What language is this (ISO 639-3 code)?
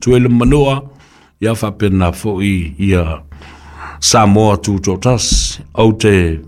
smo